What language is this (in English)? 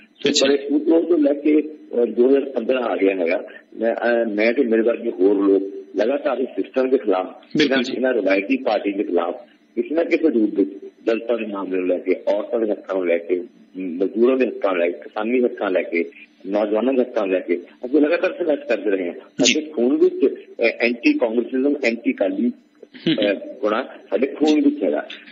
Punjabi